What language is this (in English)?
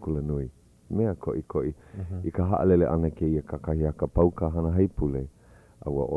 Hawaiian